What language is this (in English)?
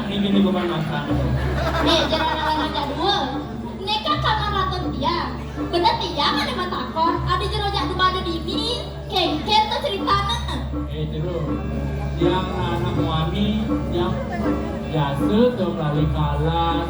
Balinese